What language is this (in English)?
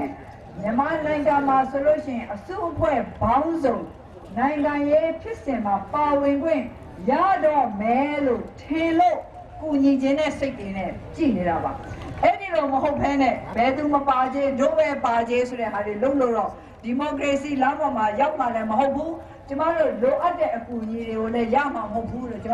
Burmese